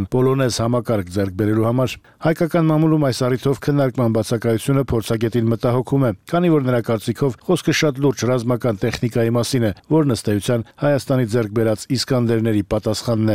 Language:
Armenian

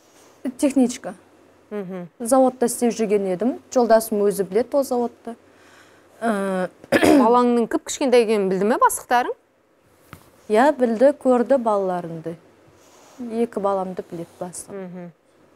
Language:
Kazakh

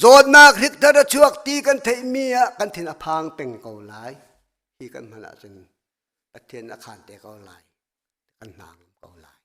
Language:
Hakha Chin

